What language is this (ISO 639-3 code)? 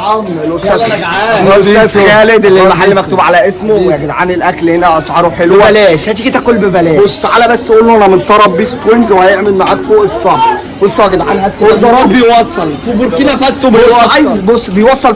arz